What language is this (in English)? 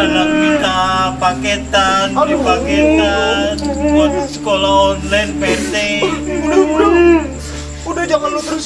Betawi